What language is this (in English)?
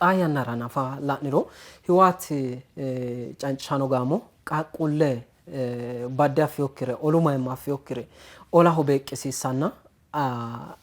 Sidamo